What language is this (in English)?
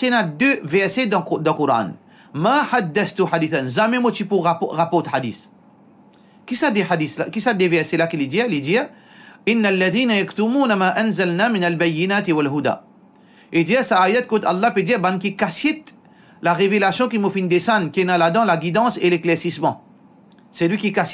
Morisyen